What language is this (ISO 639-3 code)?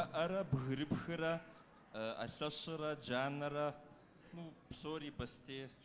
kbd